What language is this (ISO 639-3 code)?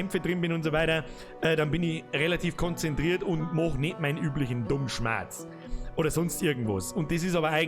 bar